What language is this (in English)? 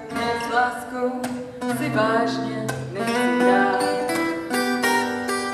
Czech